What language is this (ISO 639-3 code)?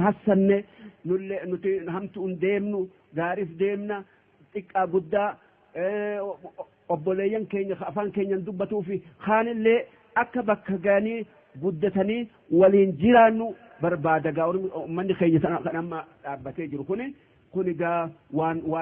orm